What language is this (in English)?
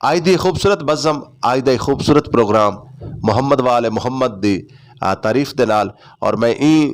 Western Panjabi